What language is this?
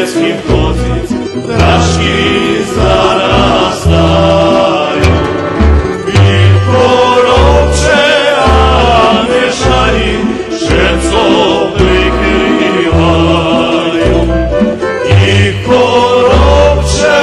Rusyn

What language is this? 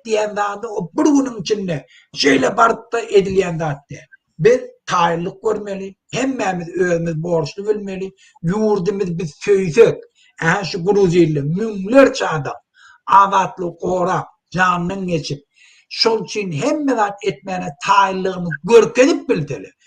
Turkmen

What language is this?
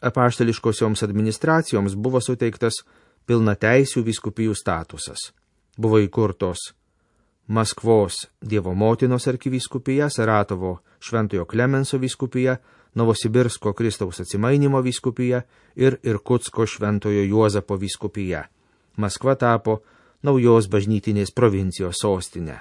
Lithuanian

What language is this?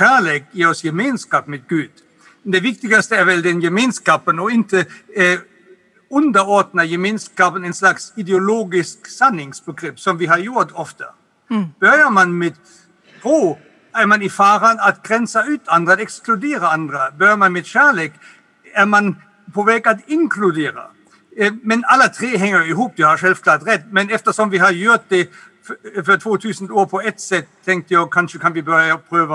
Swedish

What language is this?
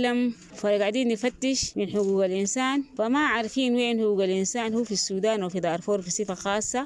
Sudanese Arabic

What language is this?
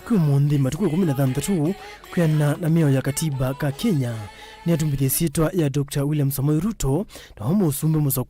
Kamba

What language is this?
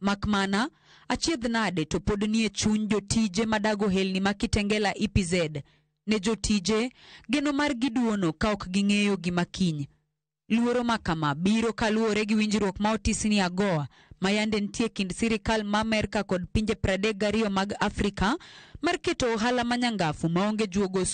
Luo (Kenya and Tanzania)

